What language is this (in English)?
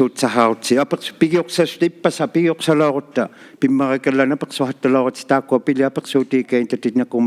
Inuktitut